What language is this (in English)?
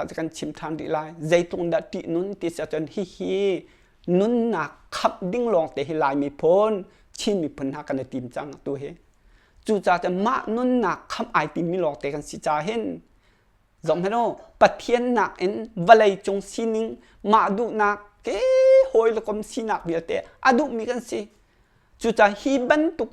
Hakha Chin